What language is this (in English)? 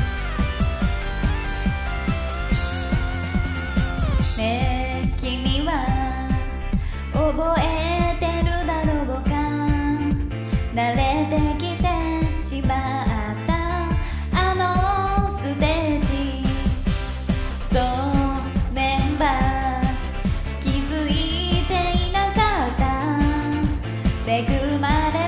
Japanese